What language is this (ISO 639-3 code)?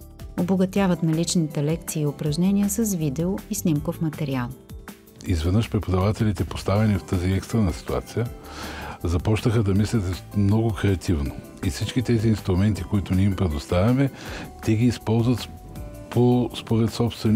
bul